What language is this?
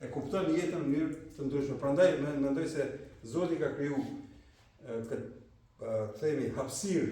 Albanian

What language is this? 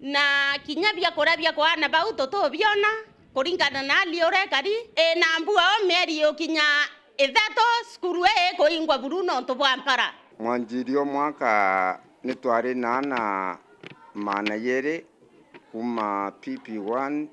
Meru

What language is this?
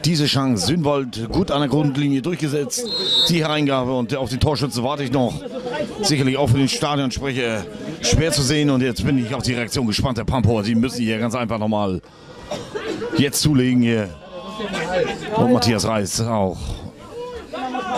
German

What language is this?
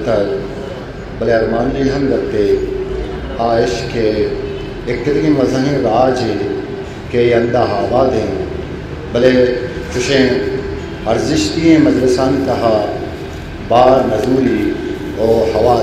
Eastern Balochi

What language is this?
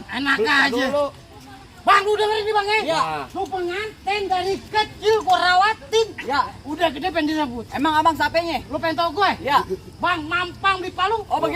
Betawi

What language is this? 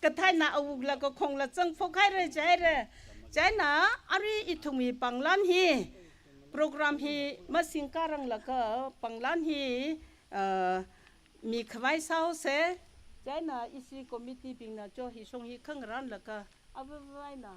Tangkhul Naga (India)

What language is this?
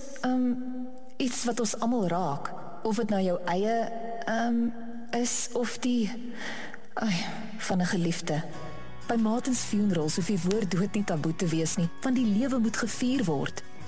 Afrikaans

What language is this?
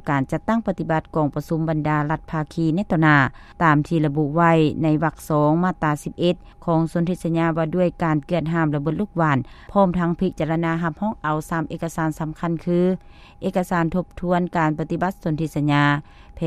Lao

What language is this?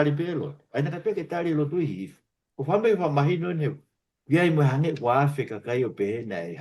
Tongan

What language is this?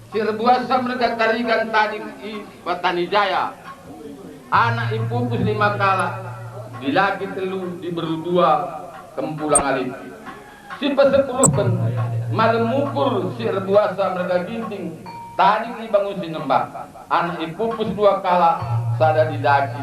Batak Karo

